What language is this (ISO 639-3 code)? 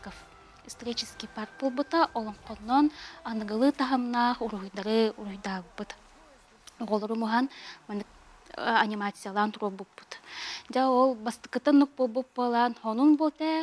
sah